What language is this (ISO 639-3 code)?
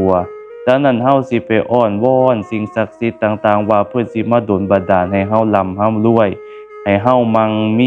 lao